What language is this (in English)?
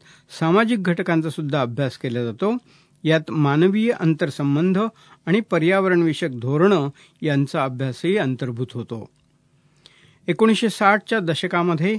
Marathi